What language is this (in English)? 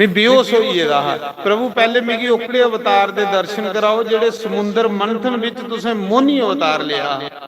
Dogri